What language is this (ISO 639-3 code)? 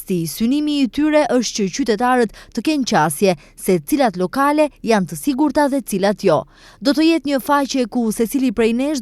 sqi